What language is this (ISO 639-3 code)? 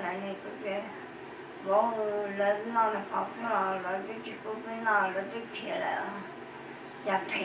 hmn